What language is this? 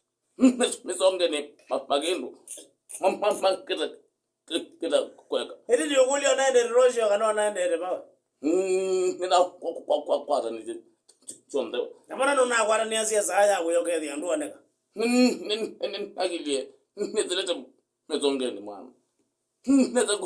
Kamba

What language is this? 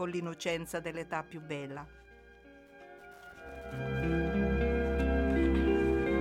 Italian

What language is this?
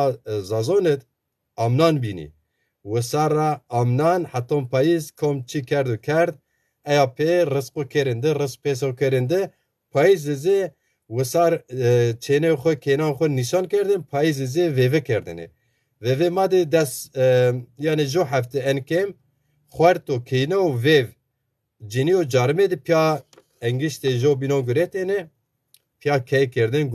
Zaza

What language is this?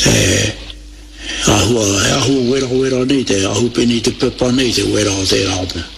Māori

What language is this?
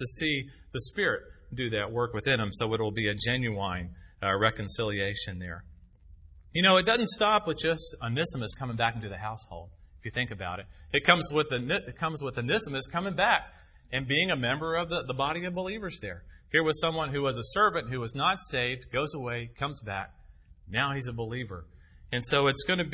English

